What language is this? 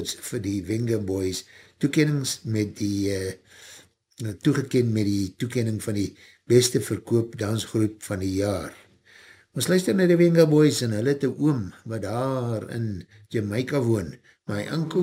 Afrikaans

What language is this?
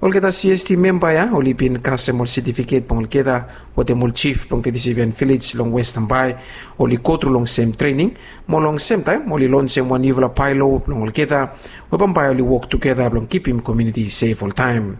Bislama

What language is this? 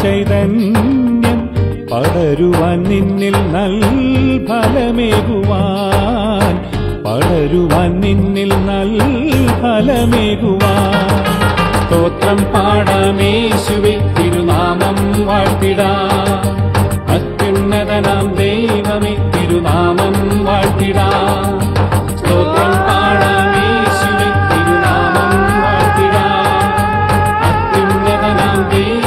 Malayalam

